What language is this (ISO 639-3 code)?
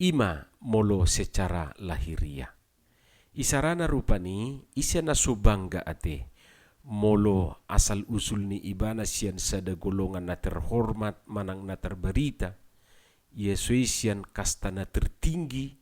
bbc